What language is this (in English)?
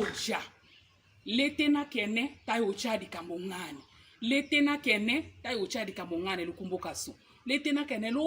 Tetela